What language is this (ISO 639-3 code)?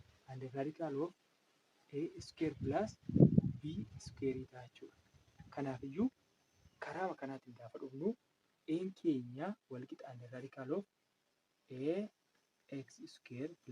orm